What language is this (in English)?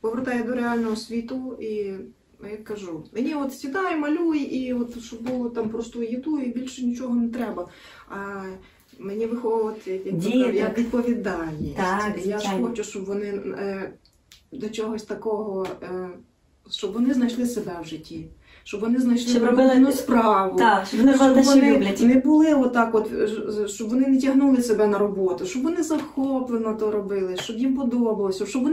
Ukrainian